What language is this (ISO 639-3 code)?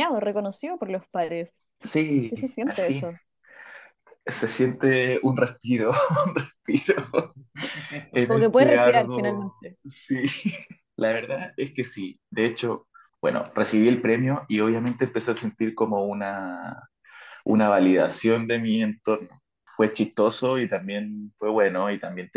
spa